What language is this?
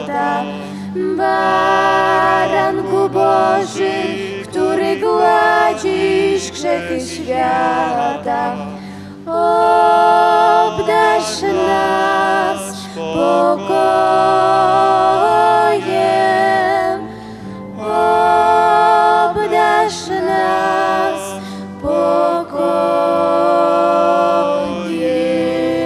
Polish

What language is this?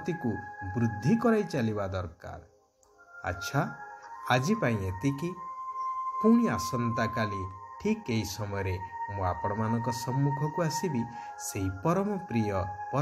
Odia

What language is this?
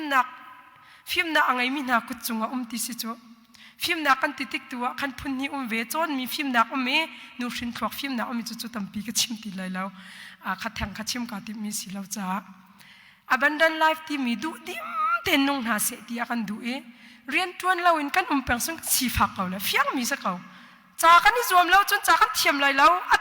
Hakha Chin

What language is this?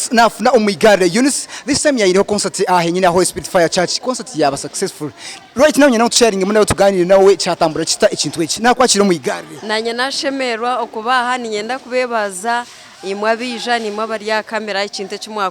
Nyankole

